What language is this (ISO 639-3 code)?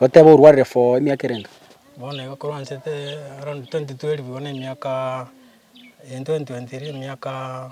guz